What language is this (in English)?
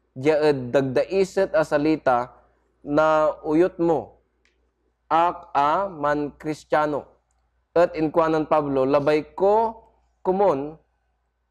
Pangasinan